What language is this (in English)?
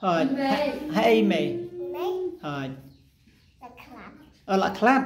Khasi